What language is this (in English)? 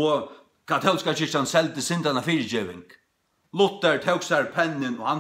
Faroese